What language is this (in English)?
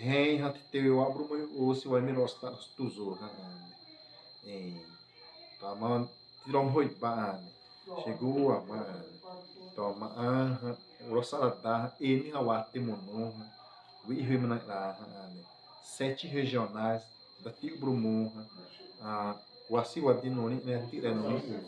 Xavánte